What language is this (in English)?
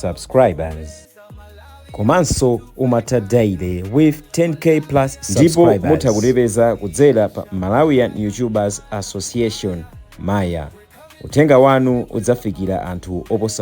Nyanja